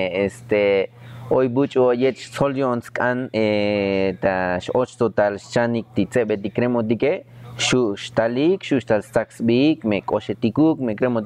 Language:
Tzotzil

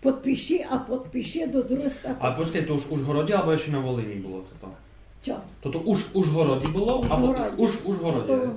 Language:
Rusyn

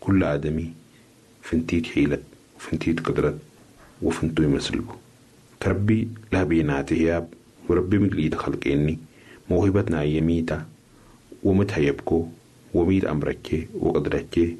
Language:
Sudanese Arabic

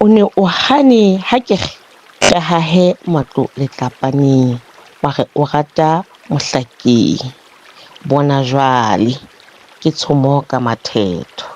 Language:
Southern Sotho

